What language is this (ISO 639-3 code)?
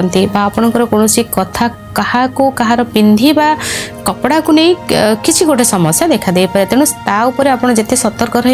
ori